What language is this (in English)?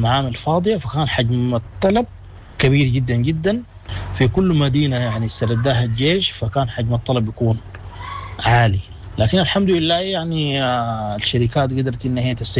Sudanese Arabic